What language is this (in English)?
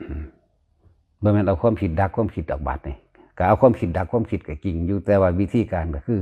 Northeastern Thai